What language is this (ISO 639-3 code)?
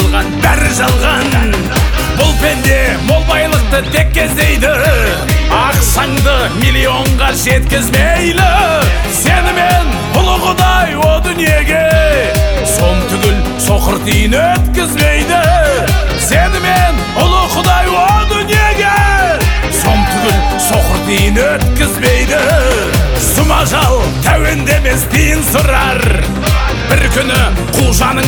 kaz